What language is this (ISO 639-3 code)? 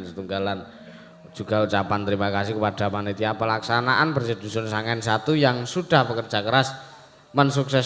jav